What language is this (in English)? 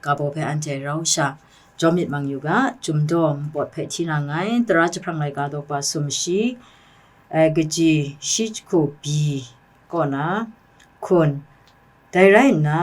Kachin